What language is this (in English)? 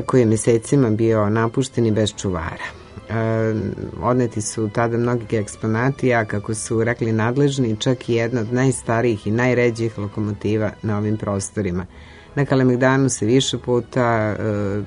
Serbian